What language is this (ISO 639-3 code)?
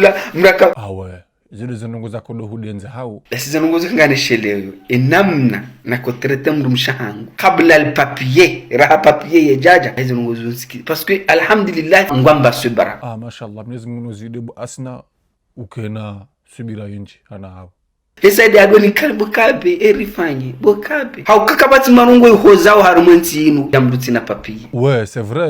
zdj